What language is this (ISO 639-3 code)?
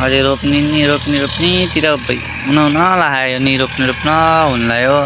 nep